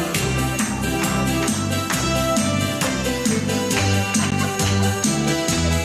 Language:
Hungarian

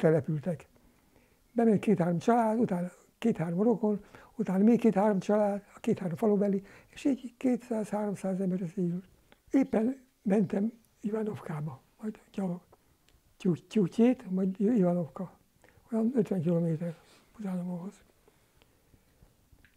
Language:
Hungarian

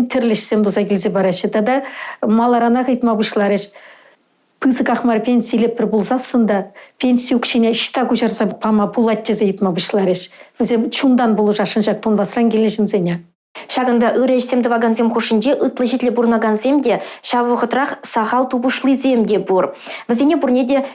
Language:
Chuvash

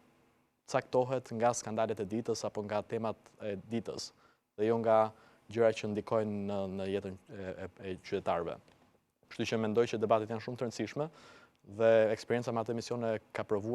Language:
Albanian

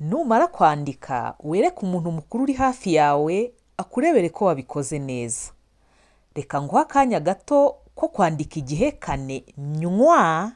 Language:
Kinyarwanda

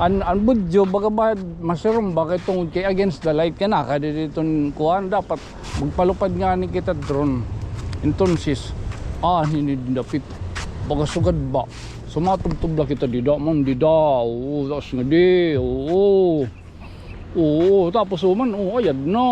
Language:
Waray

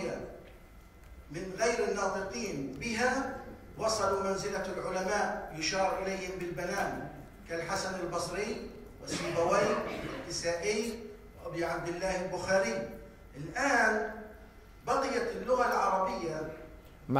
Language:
Arabic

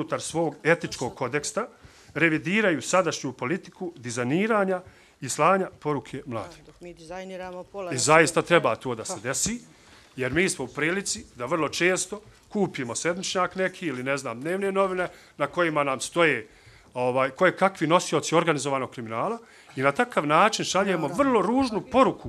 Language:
Bosnian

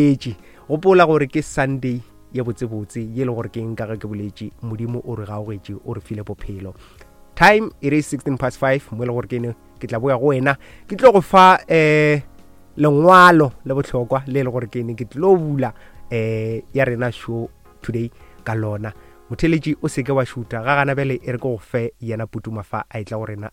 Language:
Northern Sotho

